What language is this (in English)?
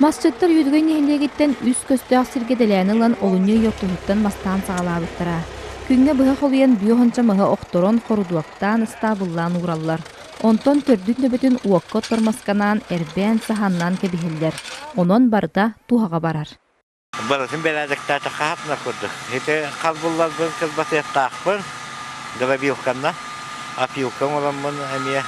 Yakut